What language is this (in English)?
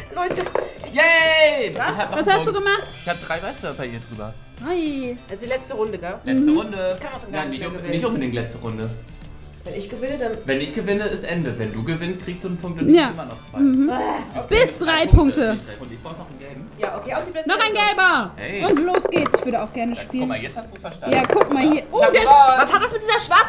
German